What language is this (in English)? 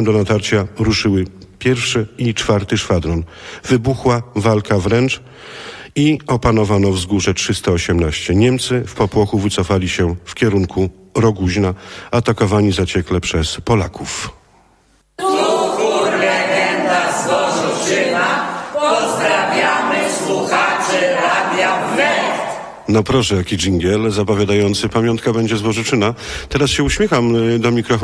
Polish